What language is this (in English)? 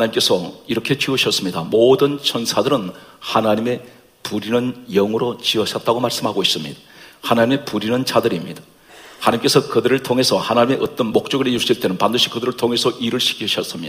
Korean